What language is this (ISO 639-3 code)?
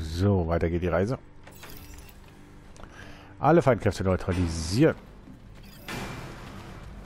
deu